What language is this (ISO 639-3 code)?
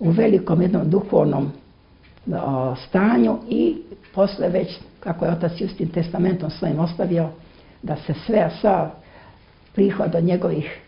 srp